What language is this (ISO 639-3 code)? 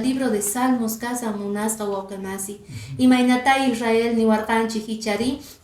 que